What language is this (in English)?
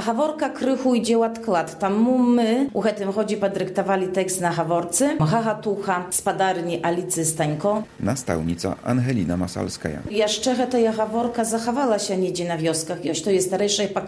Belarusian